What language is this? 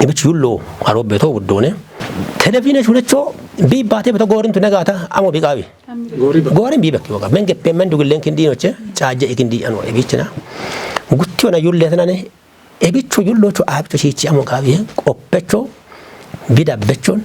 Kafa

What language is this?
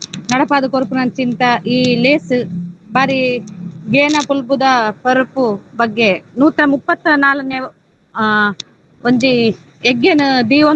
Tulu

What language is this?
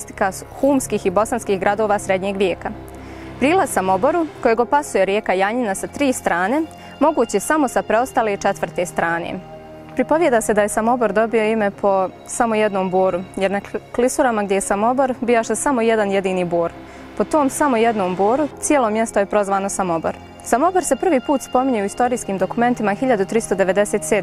Bosnian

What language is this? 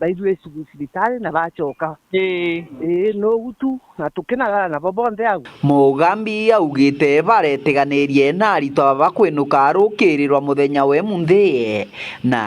Meru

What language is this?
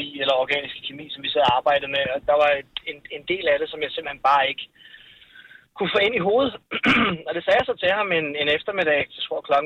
Danish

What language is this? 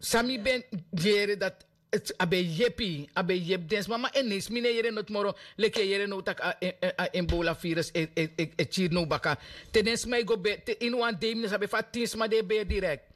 Sranan Tongo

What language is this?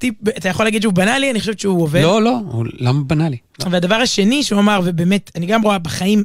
Hebrew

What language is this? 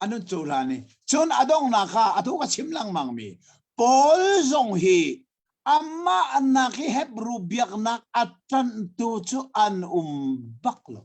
Hakha Chin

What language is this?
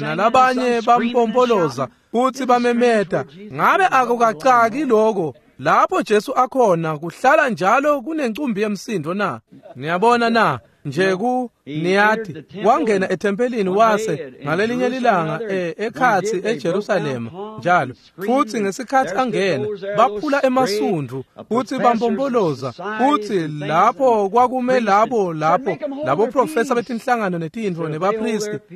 Swati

